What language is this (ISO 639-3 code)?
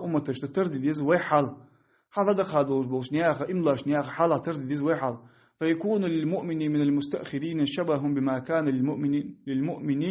inh